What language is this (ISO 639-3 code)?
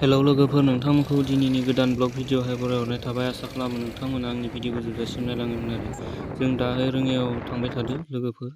brx